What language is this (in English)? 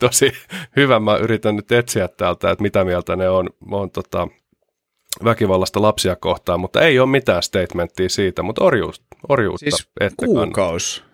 Finnish